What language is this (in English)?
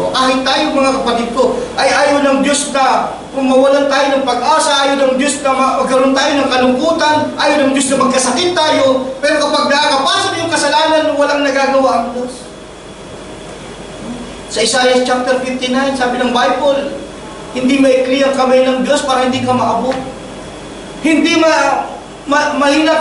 Filipino